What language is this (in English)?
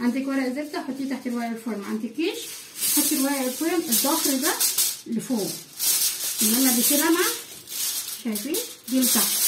Egyptian Arabic